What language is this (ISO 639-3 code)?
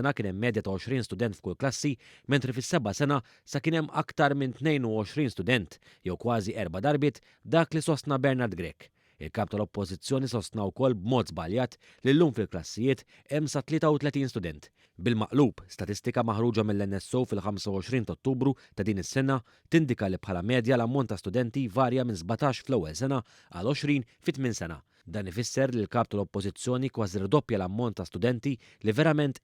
mlt